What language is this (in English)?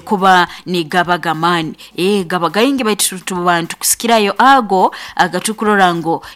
Nyoro